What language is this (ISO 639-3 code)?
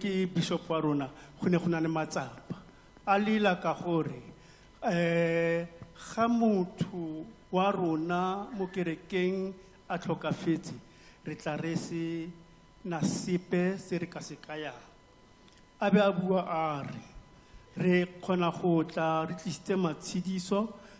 tsn